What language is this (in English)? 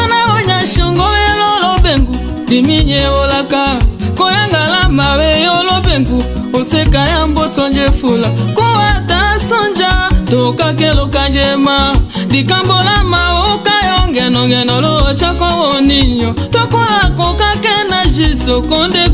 Tetela